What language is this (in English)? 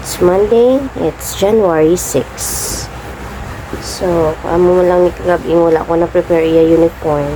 Hiligaynon